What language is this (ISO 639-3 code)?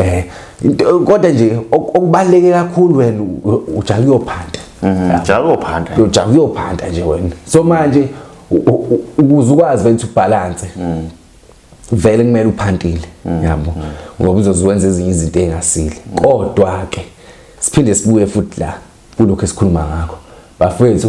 zul